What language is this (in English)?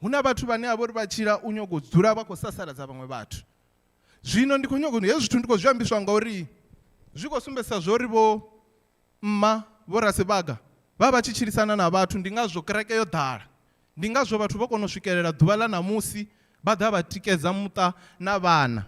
Venda